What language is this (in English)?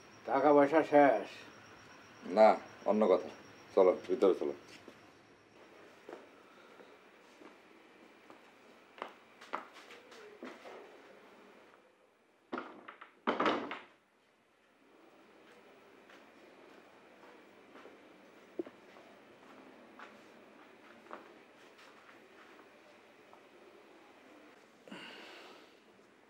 Bangla